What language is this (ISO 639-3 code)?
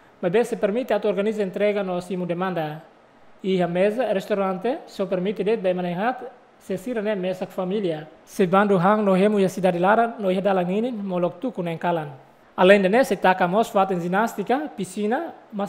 tet